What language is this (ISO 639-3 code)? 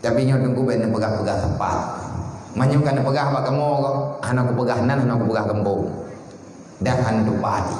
ace